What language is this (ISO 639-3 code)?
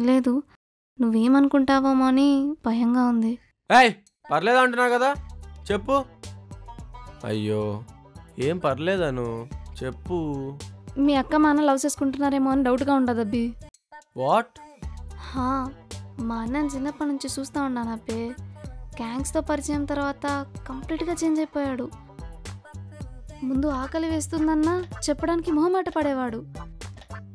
tel